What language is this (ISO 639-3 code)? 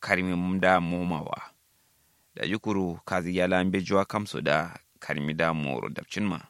kau